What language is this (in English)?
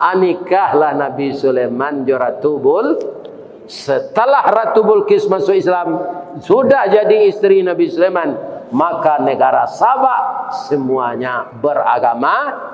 Minangkabau